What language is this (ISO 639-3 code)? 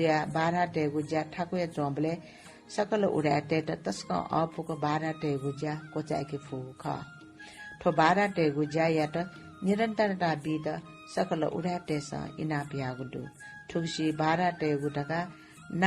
new